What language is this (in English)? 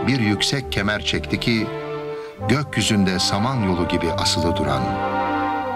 Turkish